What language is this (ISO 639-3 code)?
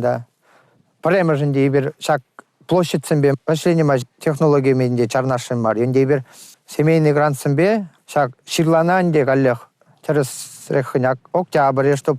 chv